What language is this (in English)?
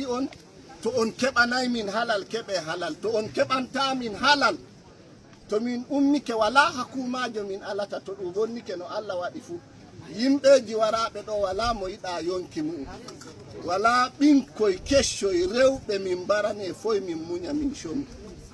Fula